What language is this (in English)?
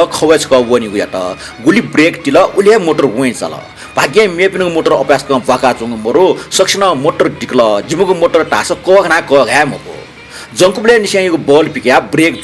Newari